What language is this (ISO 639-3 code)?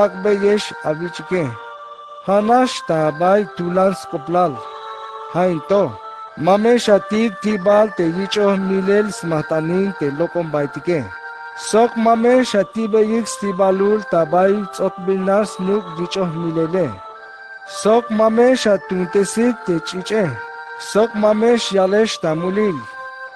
tzh